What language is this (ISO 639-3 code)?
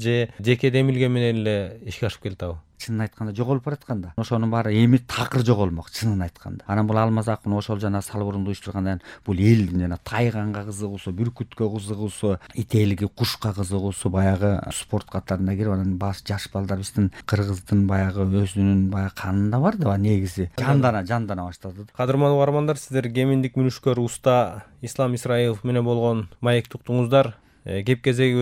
kir